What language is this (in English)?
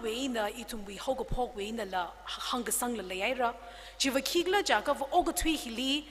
Tangkhul Naga (India)